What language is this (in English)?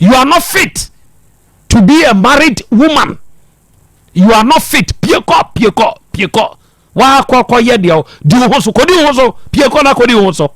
Akan